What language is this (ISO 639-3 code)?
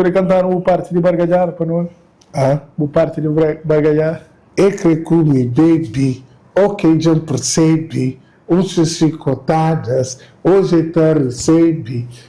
kea